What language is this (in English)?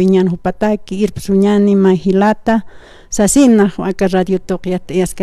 Aymara